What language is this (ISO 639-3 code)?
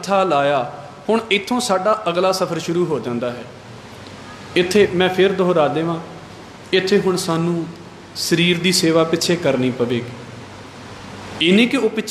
pan